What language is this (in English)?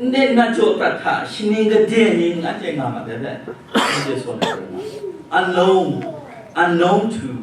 Kachin